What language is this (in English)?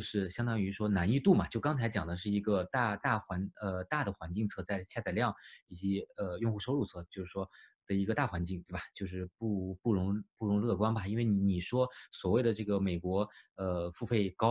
Chinese